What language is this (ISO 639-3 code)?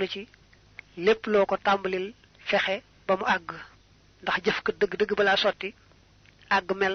wol